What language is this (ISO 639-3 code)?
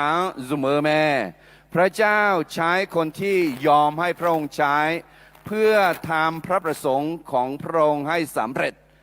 ahk